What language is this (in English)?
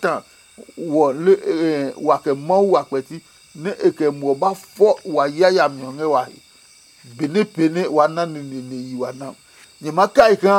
Adangme